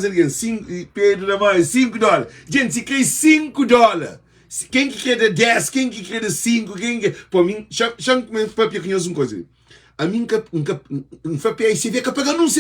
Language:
Kabuverdianu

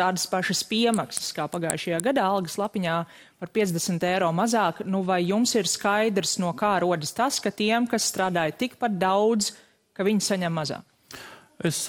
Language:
Latvian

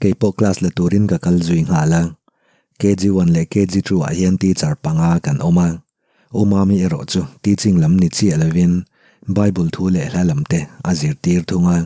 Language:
Mizo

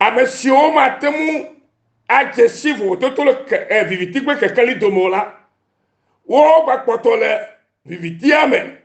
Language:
Ewe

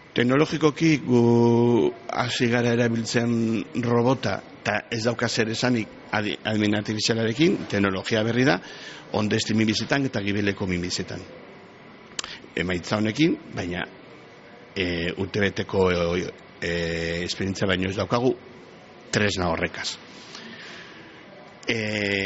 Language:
Basque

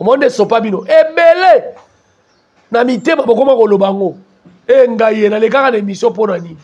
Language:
Lingala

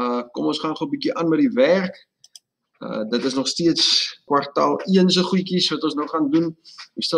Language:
Afrikaans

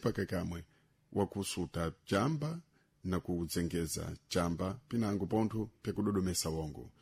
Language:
Sena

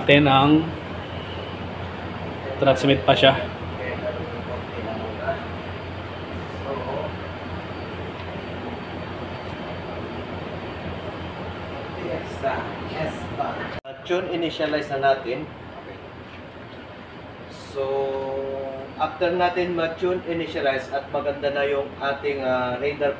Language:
Filipino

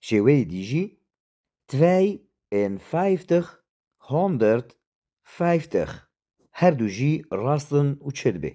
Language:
Kurdish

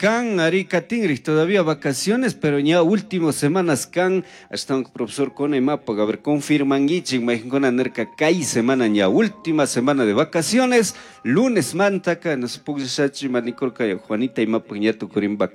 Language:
Chimborazo Highland Quichua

